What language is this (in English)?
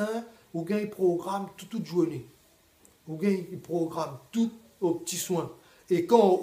Réunion Creole French